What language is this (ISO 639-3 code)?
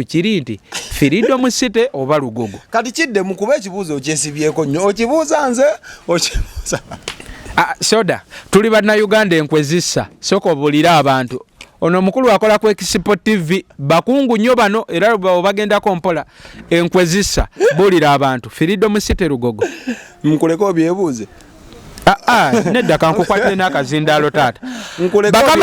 lug